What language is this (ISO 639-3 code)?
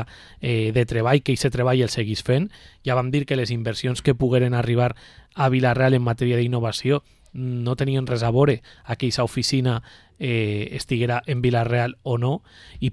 cat